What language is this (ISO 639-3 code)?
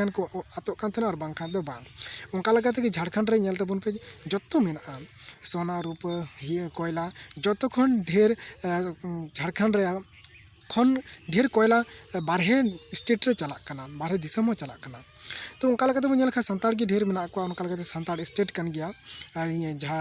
sat